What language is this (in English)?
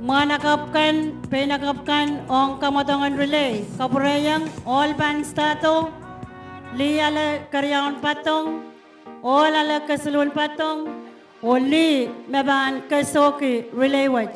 Pohnpeian